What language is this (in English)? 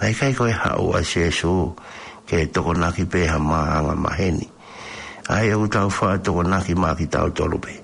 Tongan